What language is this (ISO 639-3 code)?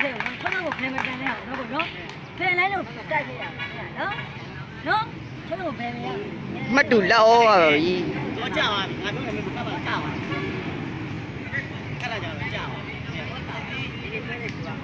mya